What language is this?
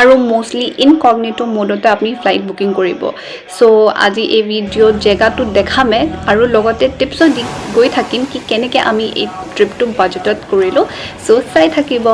Assamese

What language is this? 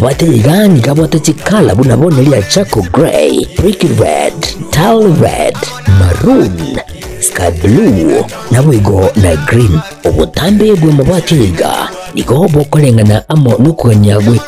Gusii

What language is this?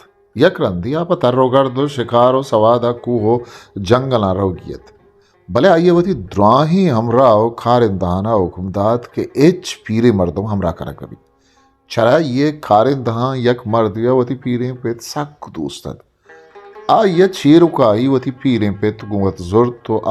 Eastern Balochi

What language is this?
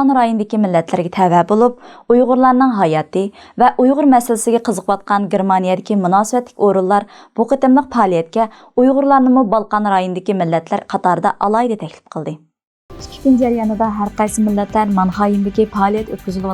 Uyghur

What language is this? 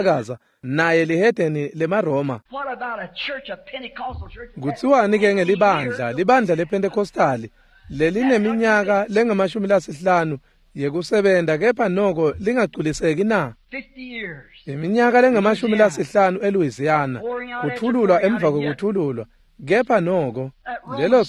Swati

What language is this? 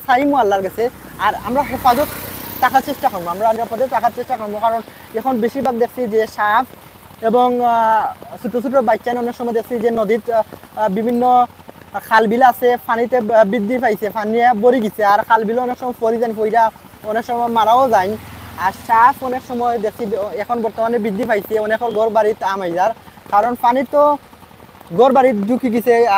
Sylheti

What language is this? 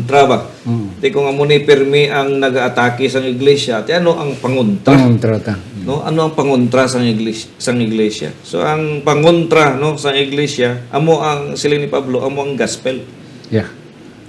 Hiligaynon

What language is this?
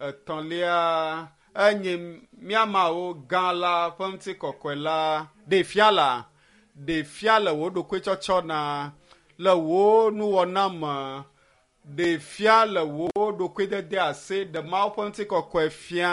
Ewe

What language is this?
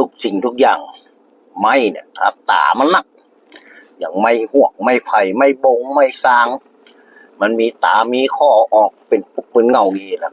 Northern Thai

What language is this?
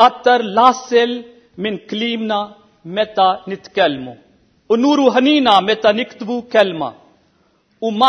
Maltese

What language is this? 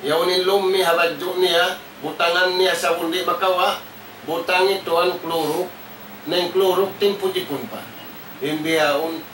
Tausug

